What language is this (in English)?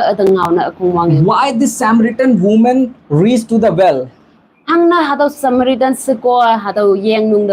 Konyak Naga